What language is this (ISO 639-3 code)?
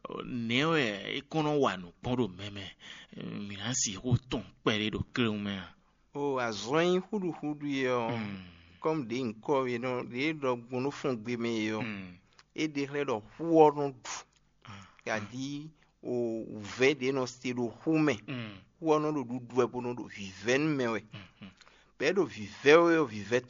fon